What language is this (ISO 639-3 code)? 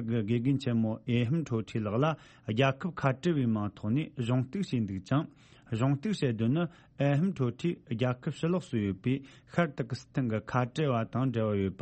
bod